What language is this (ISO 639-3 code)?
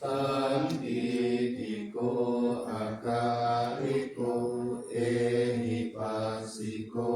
pli